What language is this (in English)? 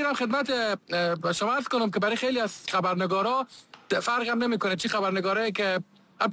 Persian